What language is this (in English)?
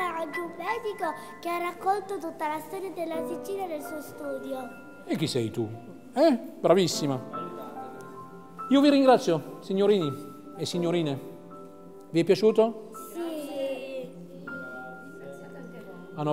Italian